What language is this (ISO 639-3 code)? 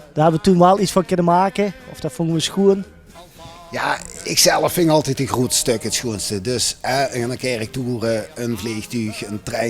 lim